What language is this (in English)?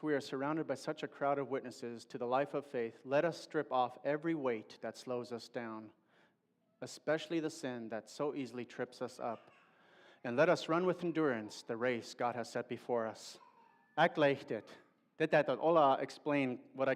Plautdietsch